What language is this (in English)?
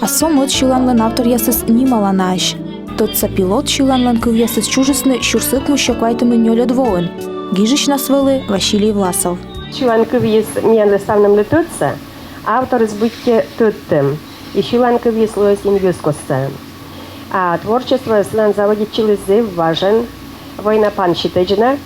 Komi